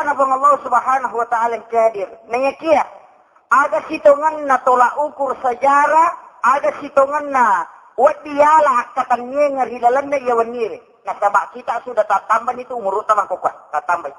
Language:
Buginese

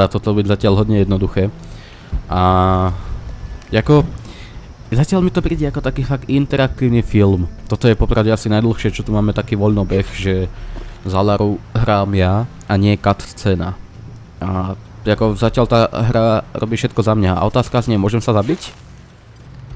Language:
Slovak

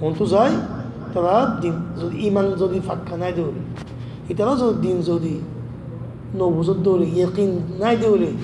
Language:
Rohingya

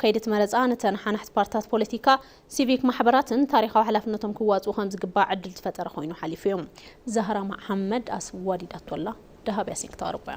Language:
Tigrinya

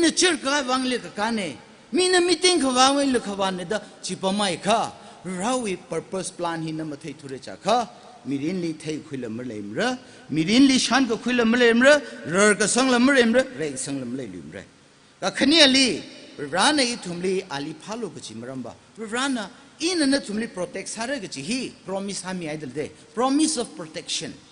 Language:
Tangkhul Naga (India)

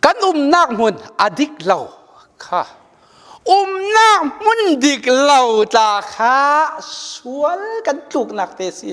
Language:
Falam Chin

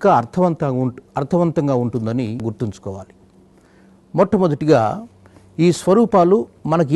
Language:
Telugu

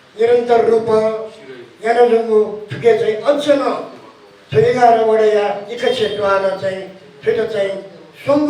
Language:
Newari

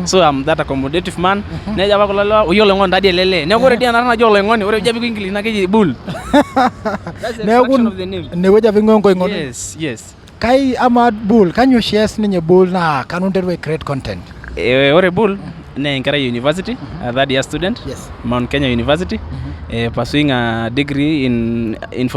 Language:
Masai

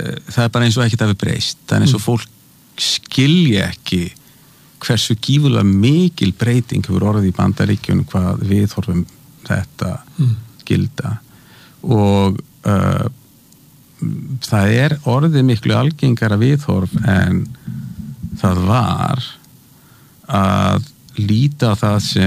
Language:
Icelandic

